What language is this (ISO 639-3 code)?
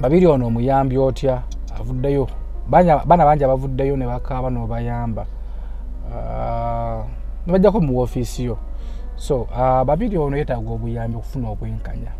lug